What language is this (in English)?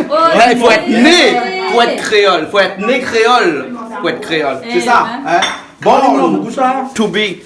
Réunion Creole French